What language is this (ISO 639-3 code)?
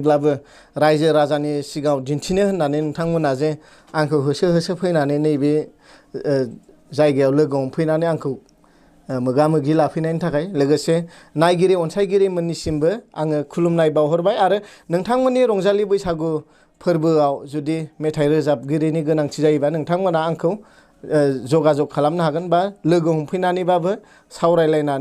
brx